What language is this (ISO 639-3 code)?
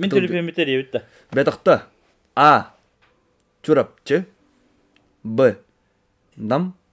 sah